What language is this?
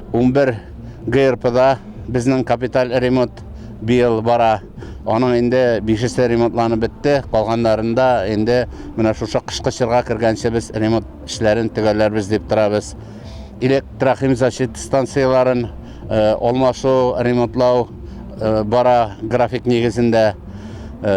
Tatar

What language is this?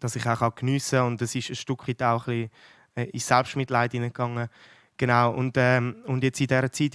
Swiss German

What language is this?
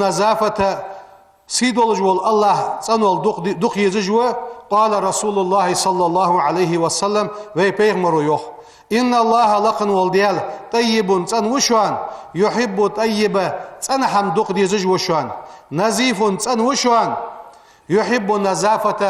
Ingush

